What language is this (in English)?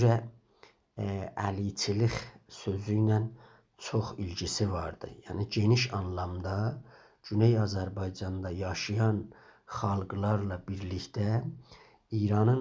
South Azerbaijani